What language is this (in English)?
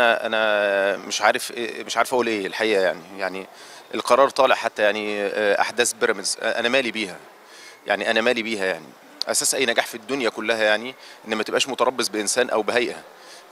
Egyptian Arabic